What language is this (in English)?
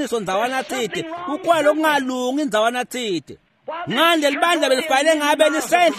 Swati